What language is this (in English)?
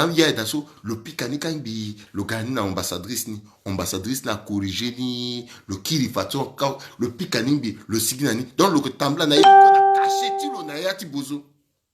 Sango